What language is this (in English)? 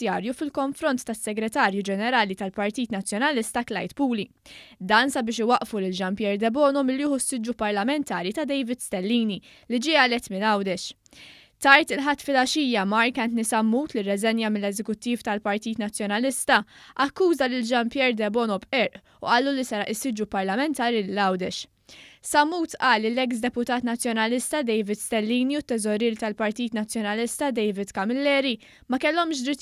Maltese